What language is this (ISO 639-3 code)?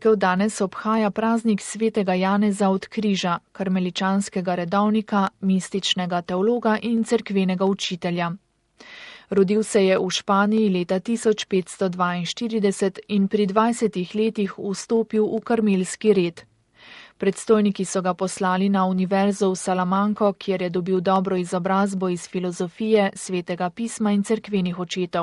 slv